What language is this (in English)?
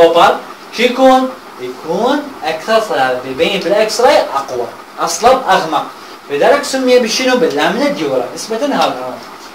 Mesopotamian Arabic